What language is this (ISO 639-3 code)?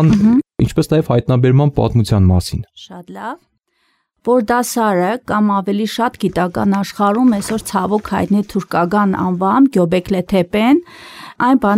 hye